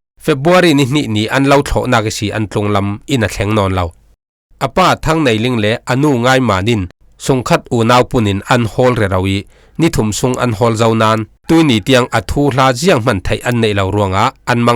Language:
Falam Chin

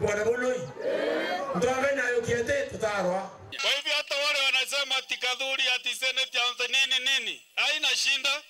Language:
Meru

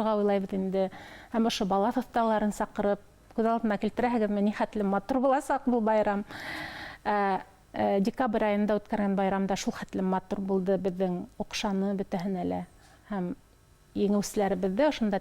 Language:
Bashkir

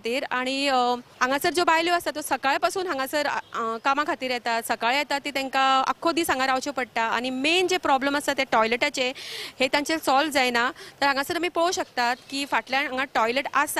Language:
Konkani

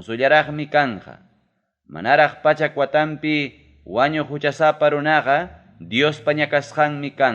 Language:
Ayacucho Quechua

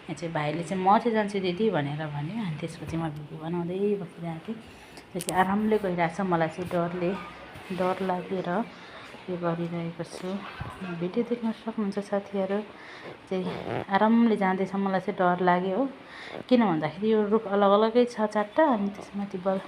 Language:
Nepali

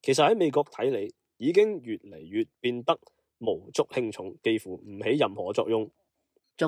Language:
Cantonese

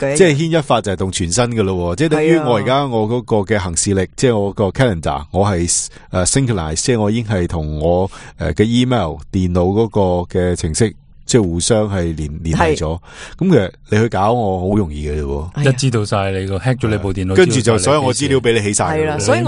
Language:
Cantonese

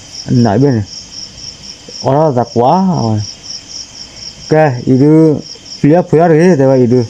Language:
S'gaw Karen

